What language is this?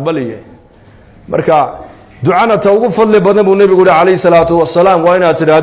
Somali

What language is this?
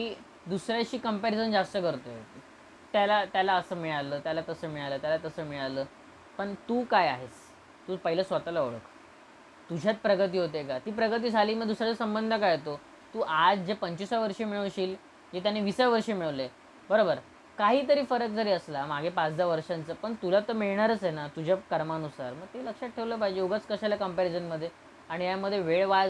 Marathi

